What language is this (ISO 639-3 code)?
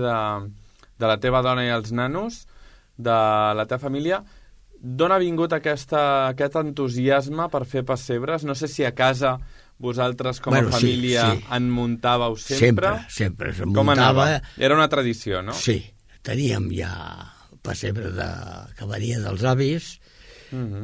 cat